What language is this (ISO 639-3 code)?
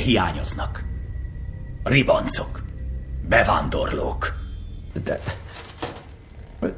hun